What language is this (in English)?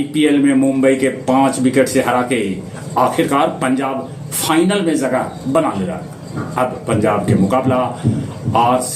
Magahi